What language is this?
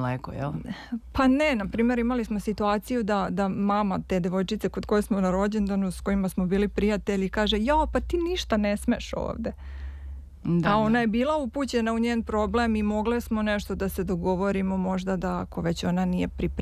Serbian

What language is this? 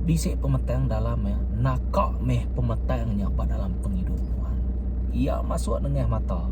Iban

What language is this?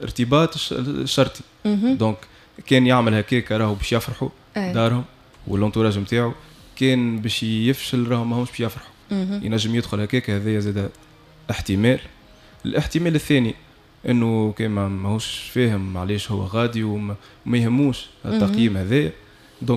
Tunisian Arabic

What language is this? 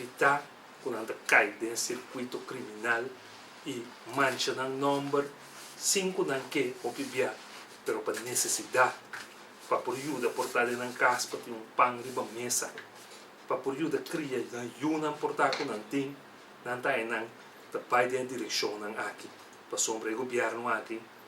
Papiamento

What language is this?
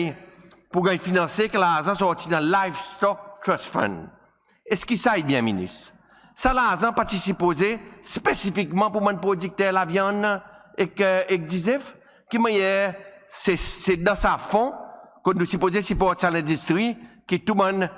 Seselwa Creole French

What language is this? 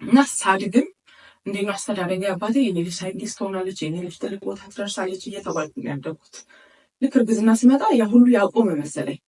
Amharic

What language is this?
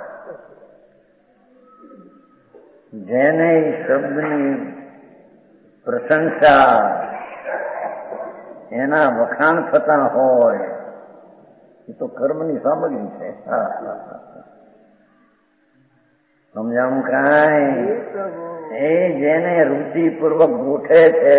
Gujarati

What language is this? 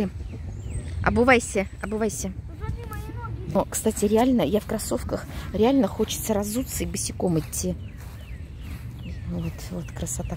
Russian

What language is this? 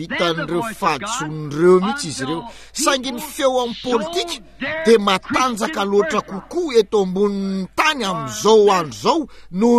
Malagasy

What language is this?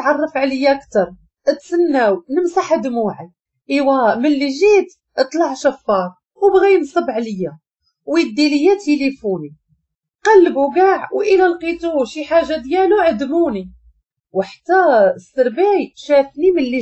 Moroccan Arabic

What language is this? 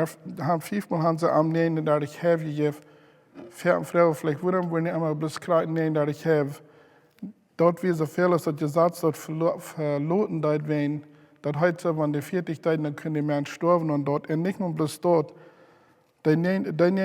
Plautdietsch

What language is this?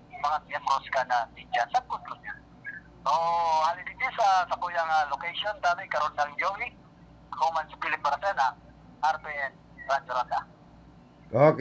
Bikol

